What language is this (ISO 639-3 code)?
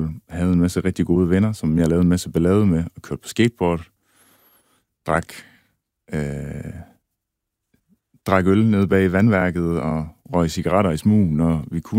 dan